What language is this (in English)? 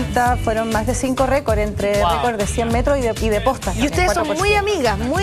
Spanish